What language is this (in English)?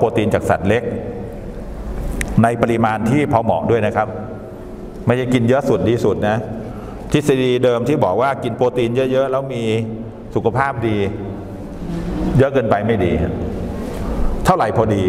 Thai